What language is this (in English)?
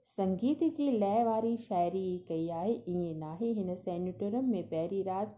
Sindhi